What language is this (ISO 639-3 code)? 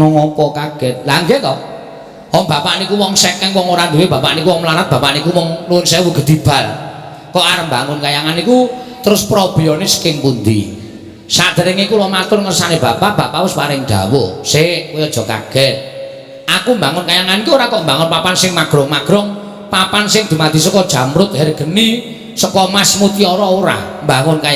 jav